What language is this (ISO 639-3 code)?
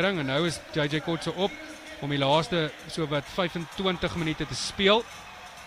afr